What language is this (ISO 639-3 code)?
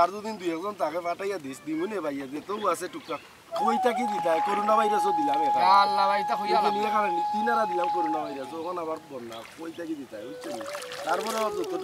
syl